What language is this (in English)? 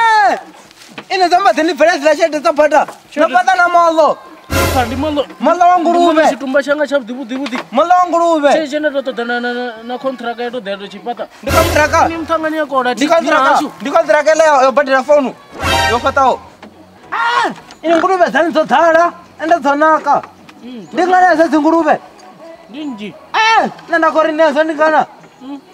Venda